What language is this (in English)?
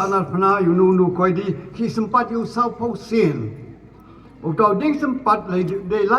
Khasi